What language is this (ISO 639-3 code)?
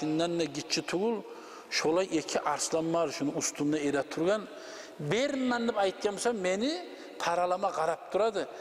kum